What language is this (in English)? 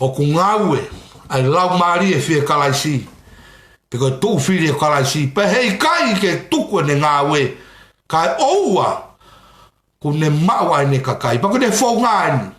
Tongan